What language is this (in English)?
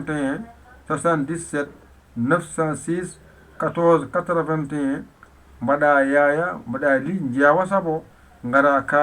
Fula